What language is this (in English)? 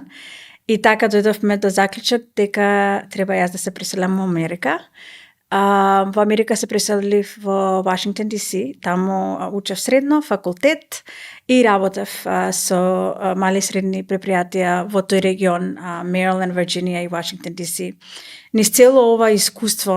Macedonian